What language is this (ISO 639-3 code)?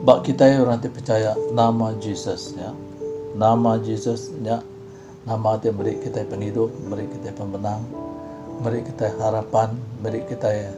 iba